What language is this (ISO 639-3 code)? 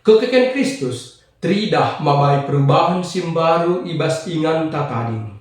btx